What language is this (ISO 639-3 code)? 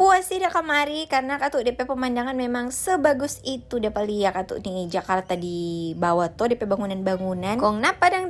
xmm